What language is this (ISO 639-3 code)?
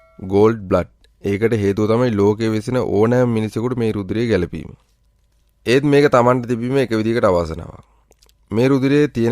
sin